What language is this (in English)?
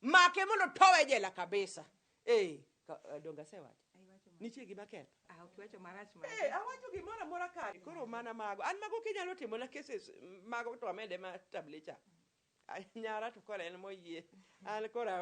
Luo (Kenya and Tanzania)